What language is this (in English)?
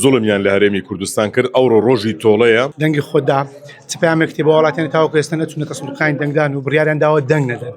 Central Kurdish